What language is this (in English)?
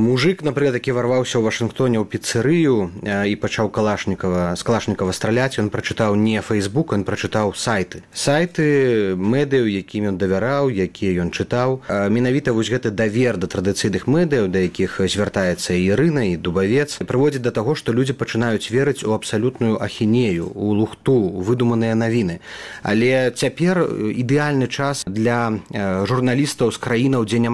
Belarusian